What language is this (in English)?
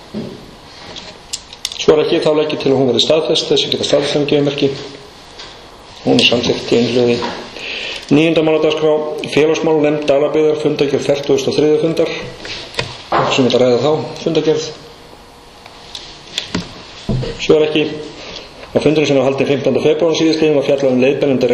Icelandic